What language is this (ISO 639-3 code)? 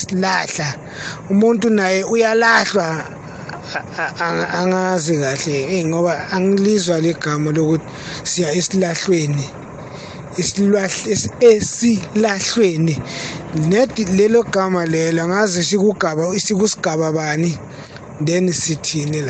nbl